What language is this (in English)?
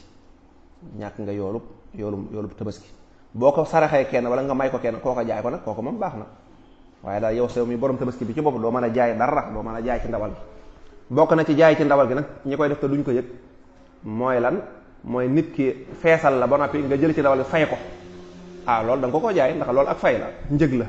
Wolof